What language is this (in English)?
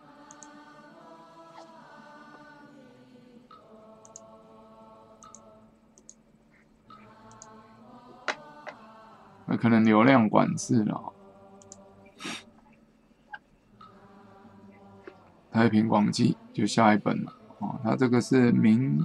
Chinese